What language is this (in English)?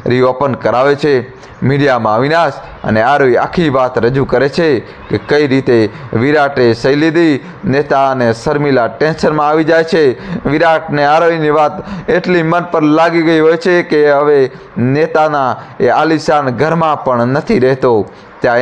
Gujarati